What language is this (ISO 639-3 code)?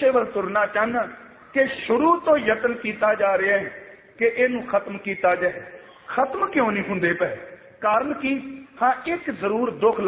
pan